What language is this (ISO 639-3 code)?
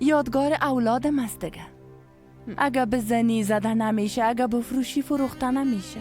fas